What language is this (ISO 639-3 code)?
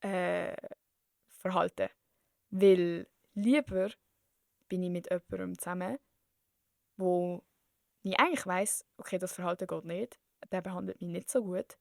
gsw